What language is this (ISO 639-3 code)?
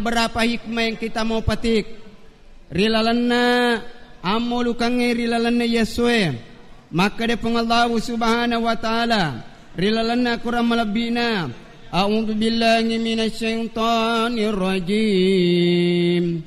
bug